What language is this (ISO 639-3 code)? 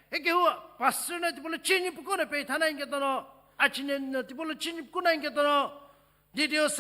nsm